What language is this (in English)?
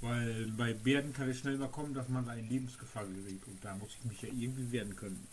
Low German